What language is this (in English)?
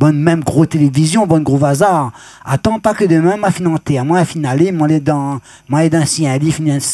Réunion Creole French